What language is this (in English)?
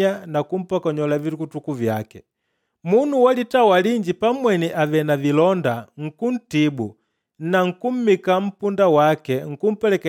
Makonde